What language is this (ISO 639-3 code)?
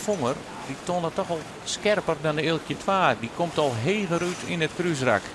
fry